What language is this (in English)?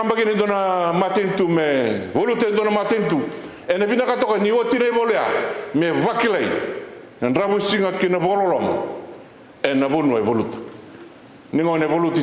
Fijian